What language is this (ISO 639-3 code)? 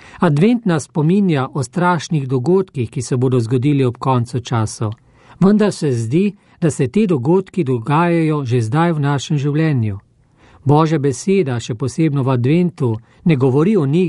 slv